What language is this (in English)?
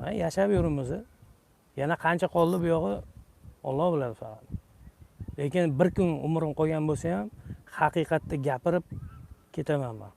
Uzbek